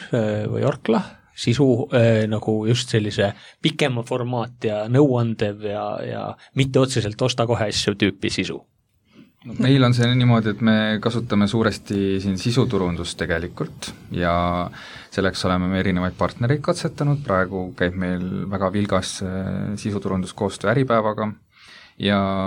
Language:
Estonian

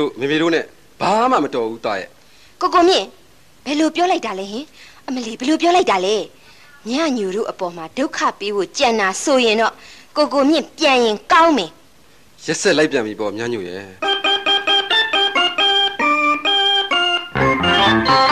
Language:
Burmese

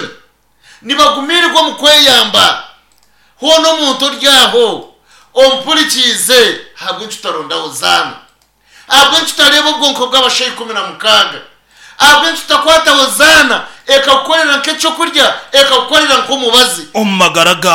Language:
Nyankole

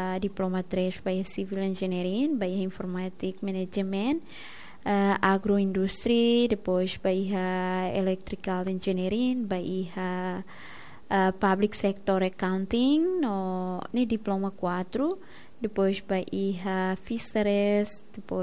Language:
Tetum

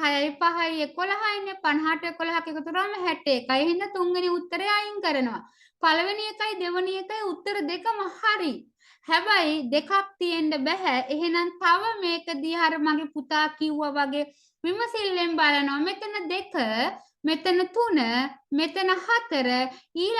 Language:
Sinhala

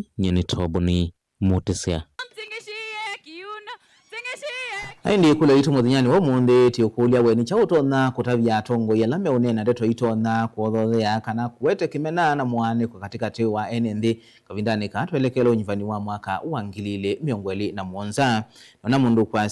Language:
Kamba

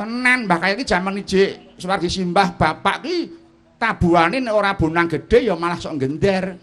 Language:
Javanese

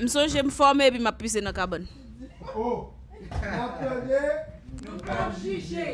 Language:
Haitian Creole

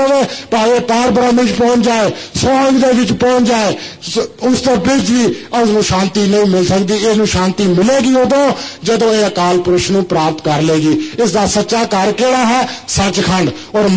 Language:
Punjabi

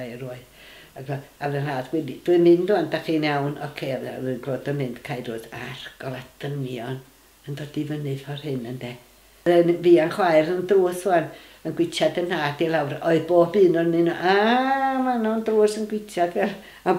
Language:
Welsh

